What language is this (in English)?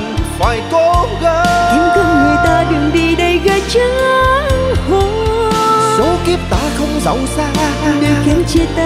Vietnamese